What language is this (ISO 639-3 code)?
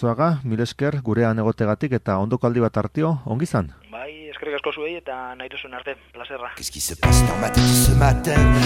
eus